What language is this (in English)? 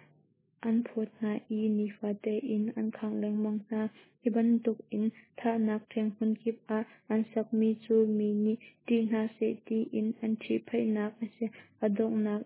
Hakha Chin